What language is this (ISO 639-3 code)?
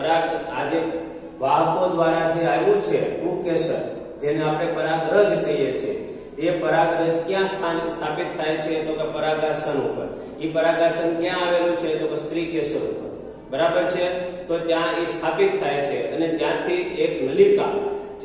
guj